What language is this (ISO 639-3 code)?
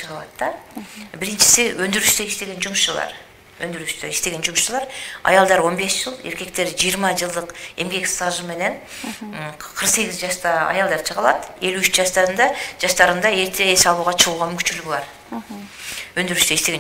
kir